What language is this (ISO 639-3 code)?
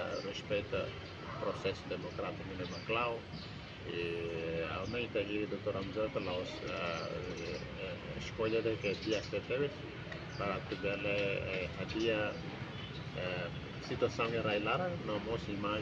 tet